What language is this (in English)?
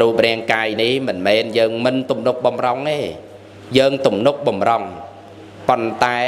Khmer